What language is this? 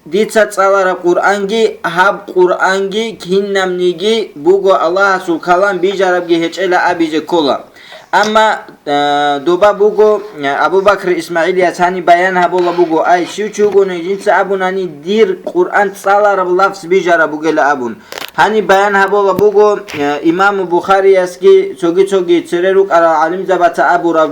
Avaric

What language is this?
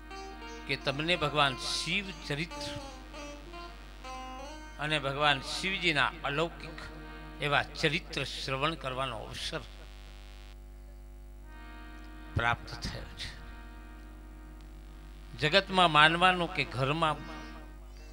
Gujarati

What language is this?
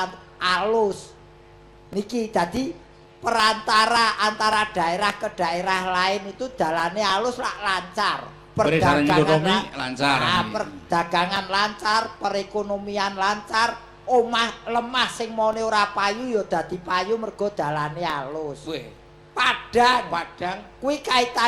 Javanese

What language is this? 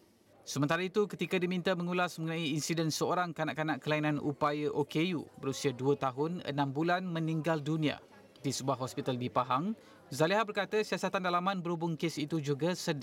Malay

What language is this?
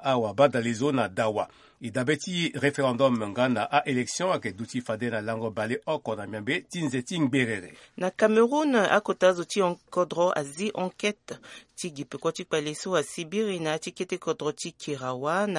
Sango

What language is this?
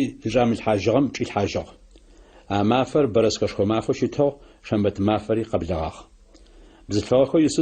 Adyghe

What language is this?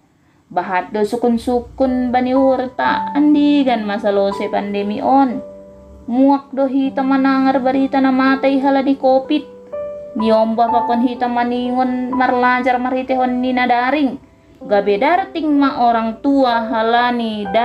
Batak Simalungun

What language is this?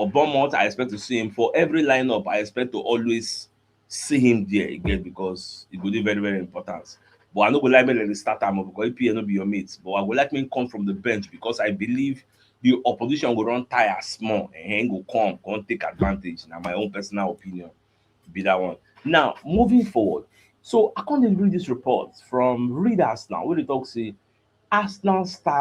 Nigerian Pidgin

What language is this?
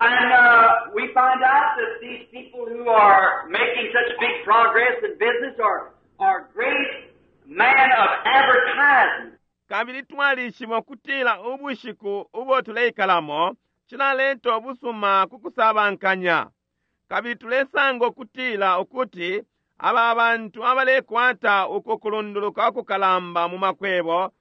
Bemba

